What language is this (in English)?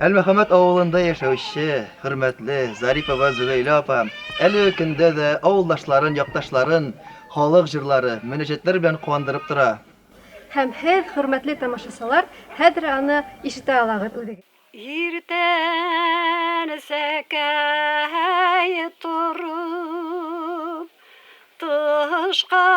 Bashkir